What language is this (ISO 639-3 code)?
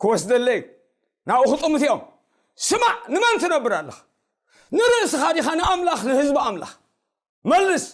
tir